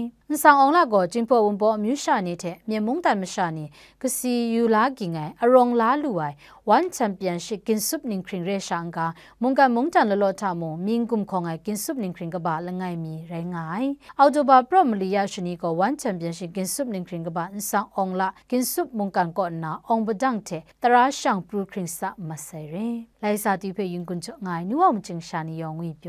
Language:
Kachin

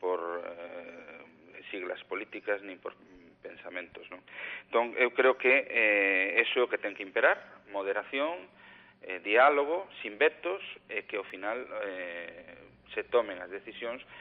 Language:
Galician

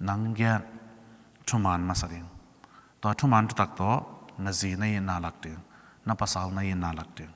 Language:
Tedim Chin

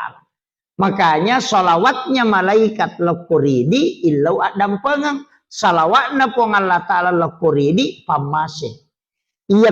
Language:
Buginese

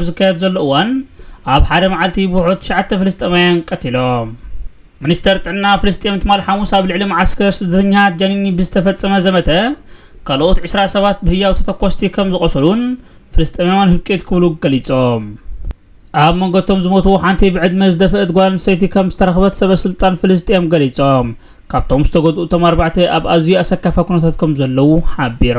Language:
Tigrinya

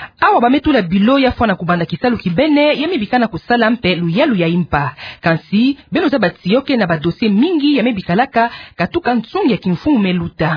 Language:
Kituba (Democratic Republic of Congo)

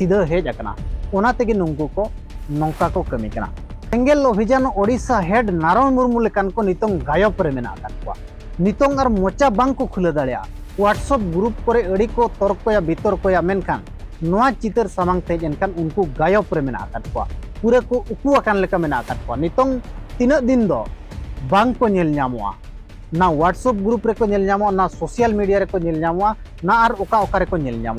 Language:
Santali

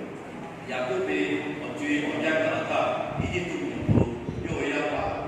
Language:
Lahu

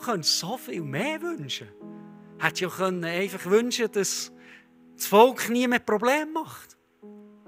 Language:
Swiss German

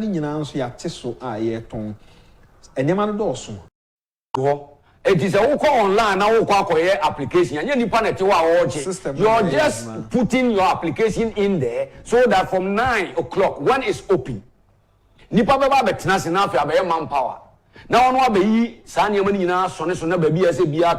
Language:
Akan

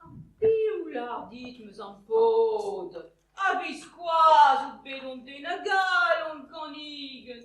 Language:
Breton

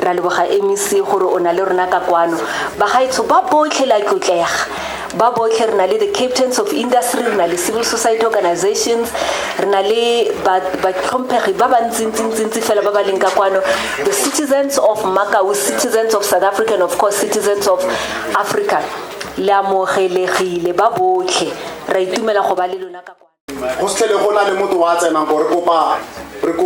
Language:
Tswana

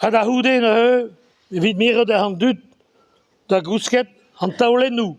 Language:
Breton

